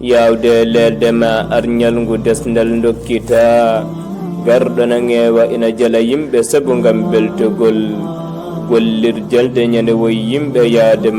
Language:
Fula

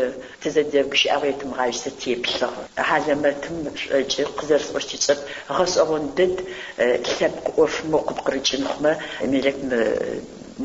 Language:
Adyghe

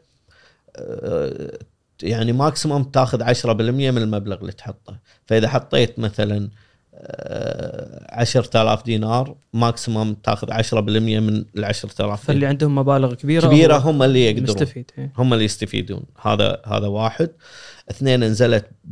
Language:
Gulf Arabic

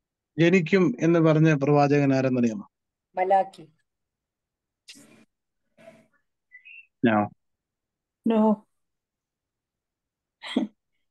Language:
Malayalam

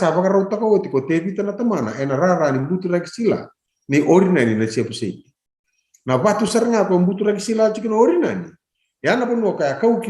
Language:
Fijian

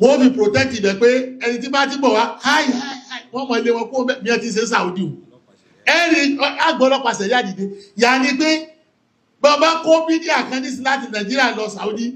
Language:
Yoruba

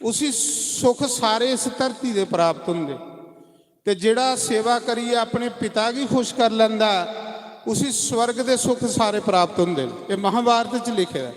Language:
Dogri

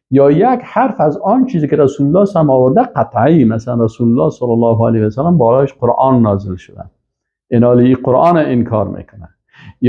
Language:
Persian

